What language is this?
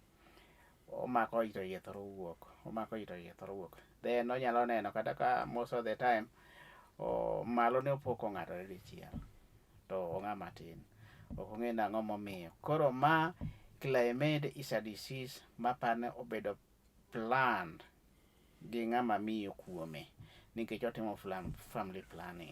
Luo (Kenya and Tanzania)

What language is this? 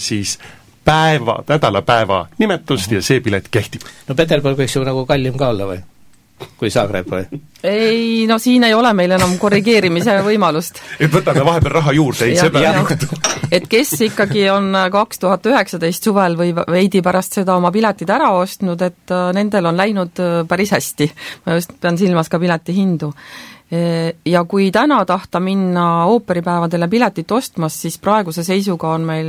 Estonian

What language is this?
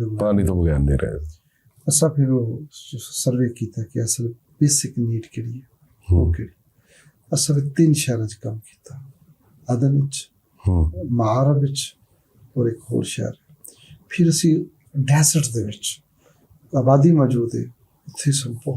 Western Panjabi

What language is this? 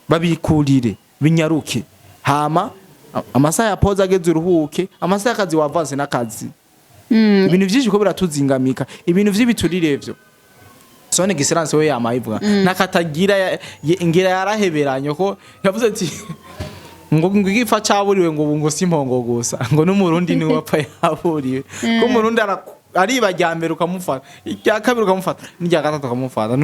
Rundi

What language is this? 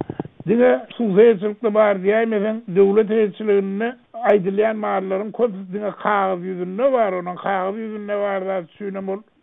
Turkmen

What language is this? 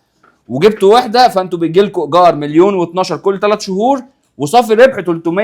Egyptian Arabic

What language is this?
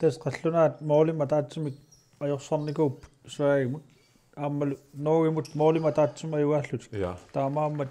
Kalaallisut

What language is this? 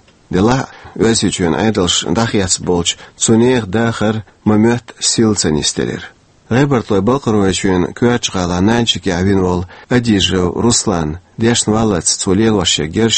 Chechen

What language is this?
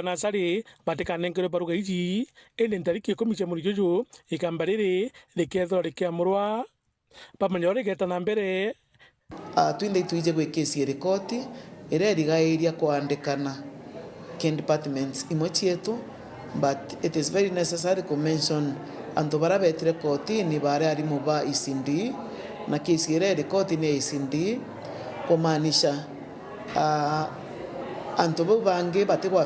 Meru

